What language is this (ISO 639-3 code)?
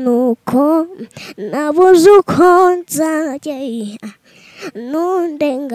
kin